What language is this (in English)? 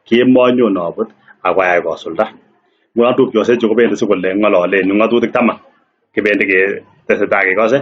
Kalenjin